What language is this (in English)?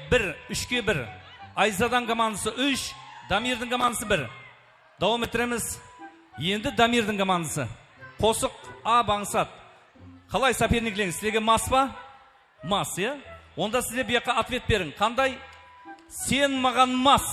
Kara-Kalpak